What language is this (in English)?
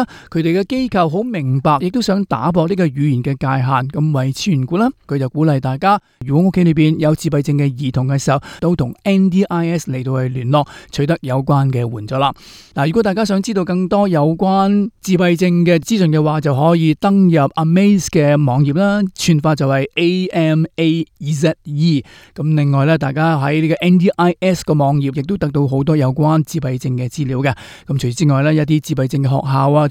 Cantonese